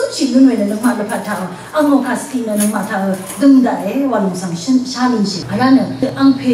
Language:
Rawang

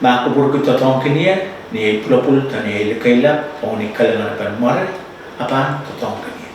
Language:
Pohnpeian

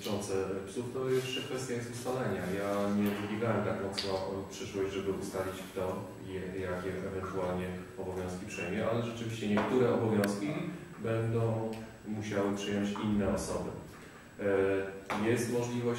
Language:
Polish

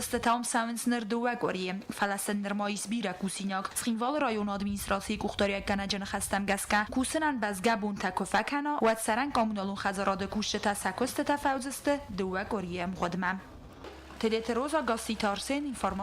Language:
Ossetic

